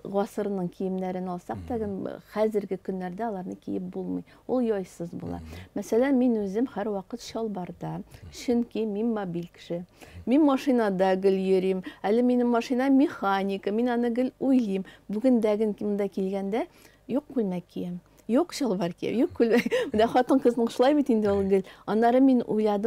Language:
Tatar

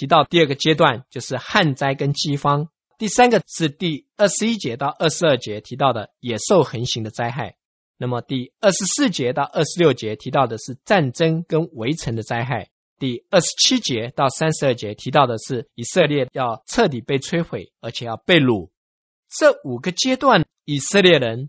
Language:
Chinese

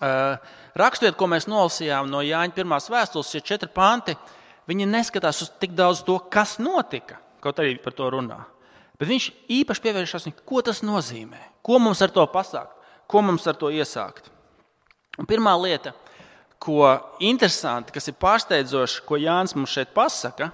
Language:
Latvian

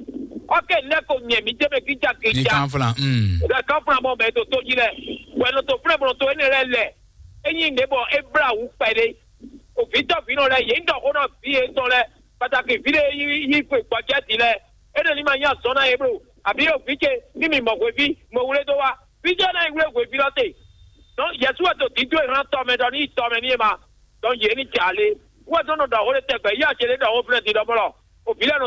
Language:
Fon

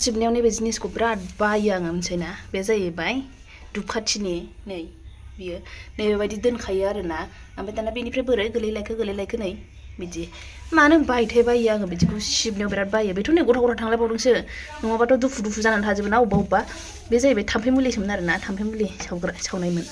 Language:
Bodo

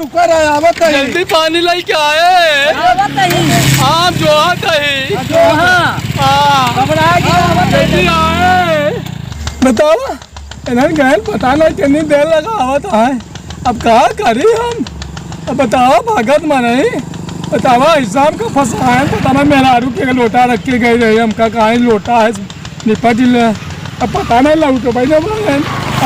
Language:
Awadhi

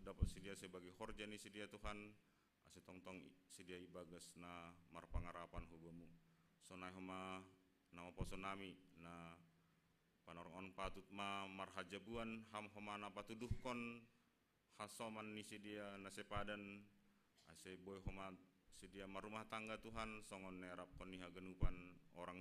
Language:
Batak Simalungun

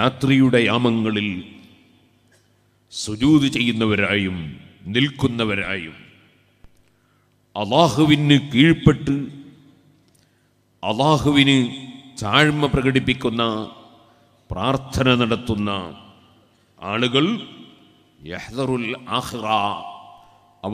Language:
Malayalam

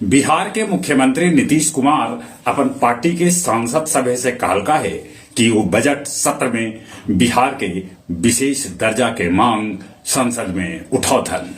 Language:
Magahi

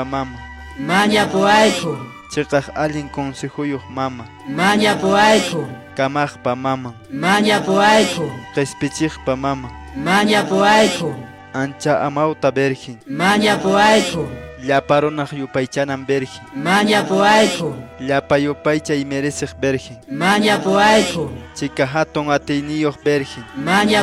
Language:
Quechua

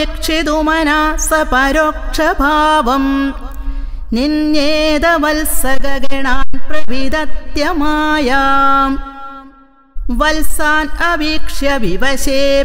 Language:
Sanskrit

